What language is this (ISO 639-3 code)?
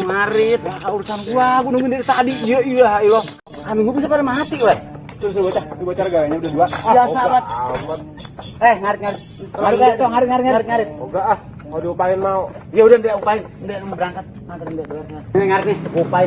bew